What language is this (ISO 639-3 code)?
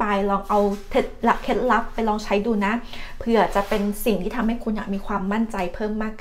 tha